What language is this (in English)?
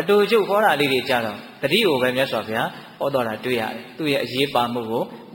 Burmese